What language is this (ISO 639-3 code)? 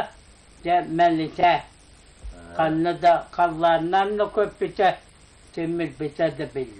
sah